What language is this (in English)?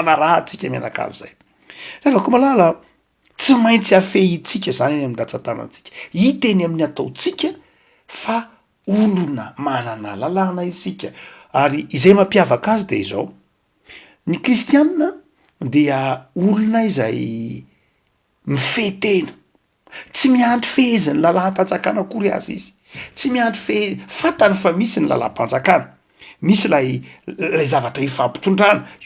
Malagasy